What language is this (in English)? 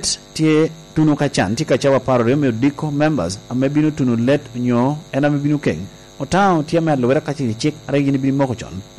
Lango (Uganda)